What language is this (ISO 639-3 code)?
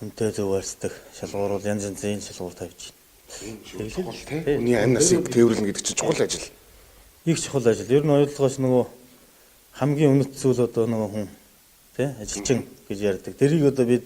mon